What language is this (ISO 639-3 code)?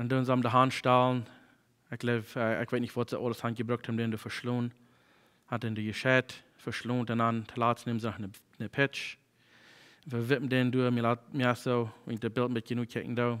pdt